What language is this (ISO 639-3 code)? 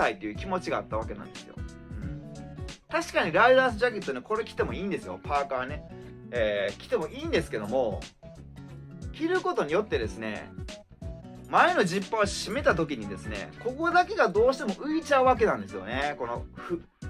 jpn